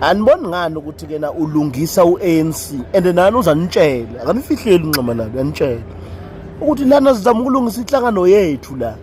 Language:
Zulu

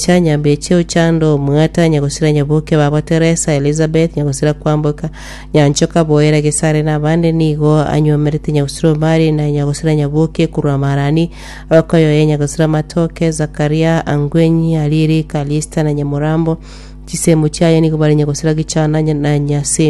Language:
Gusii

